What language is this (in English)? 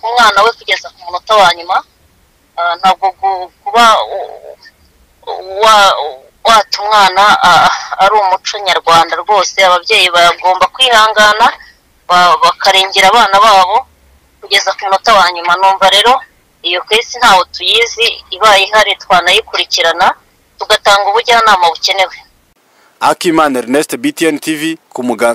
Kinyarwanda